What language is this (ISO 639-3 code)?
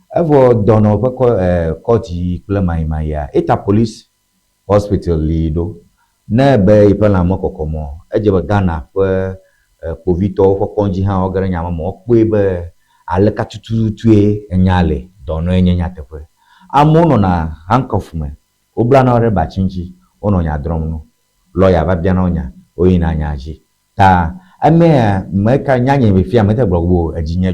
ewe